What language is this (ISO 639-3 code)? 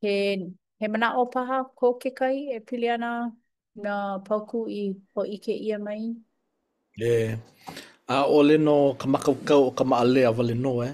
haw